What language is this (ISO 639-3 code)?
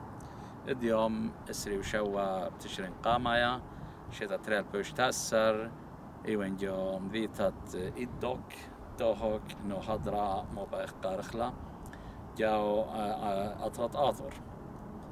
aii